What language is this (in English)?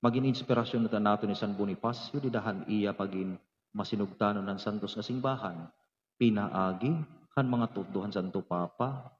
Waray